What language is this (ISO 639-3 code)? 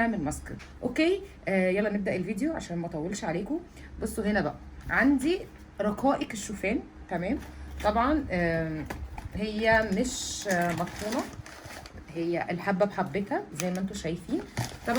arz